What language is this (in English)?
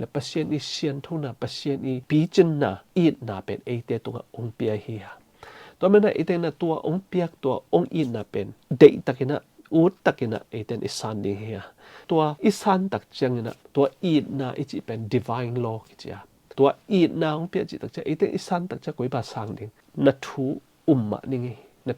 Tedim Chin